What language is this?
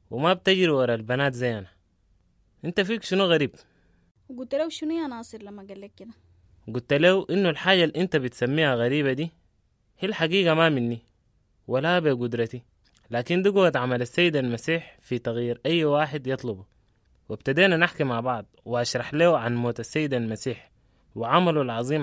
Sudanese Arabic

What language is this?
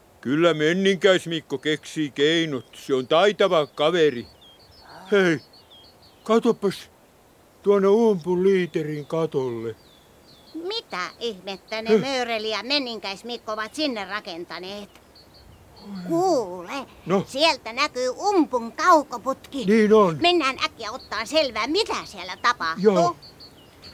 Finnish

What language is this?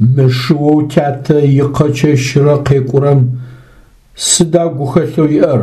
Adyghe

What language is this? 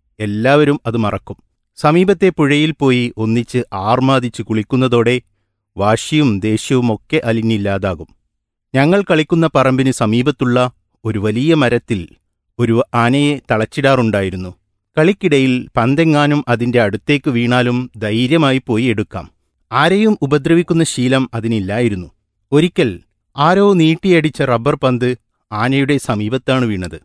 Malayalam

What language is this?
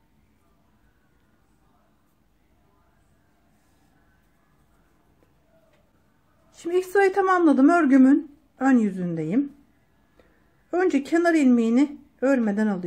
Turkish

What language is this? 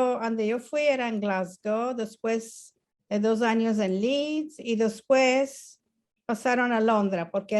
Ladino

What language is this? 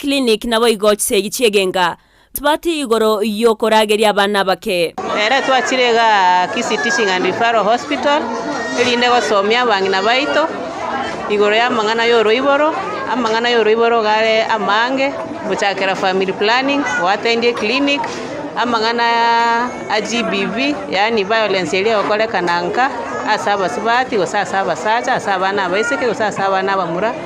Gusii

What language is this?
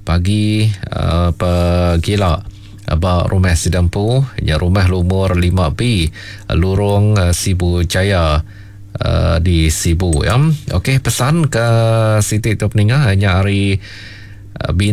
Iban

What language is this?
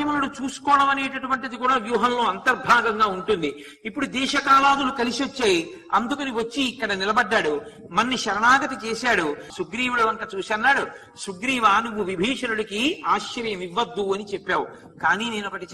Telugu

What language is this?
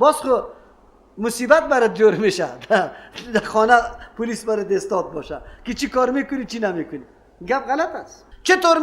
Persian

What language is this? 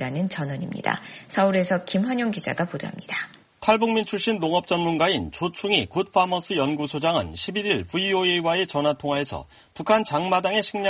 Korean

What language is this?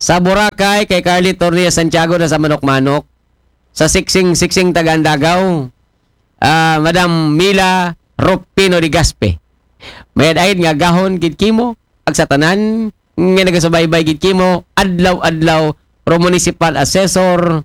Aklanon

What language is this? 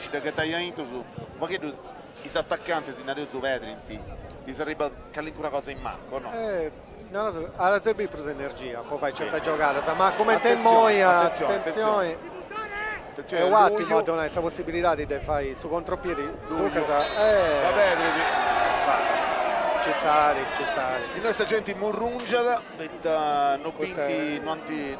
Sardinian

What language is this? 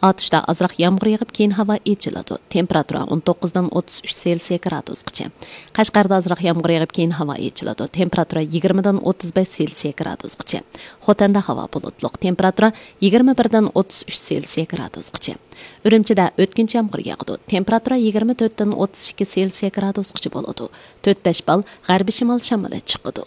Uyghur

